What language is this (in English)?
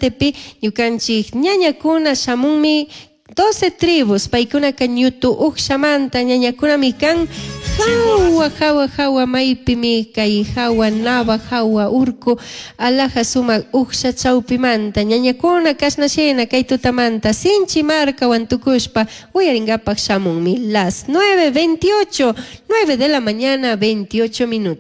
Chimborazo Highland Quichua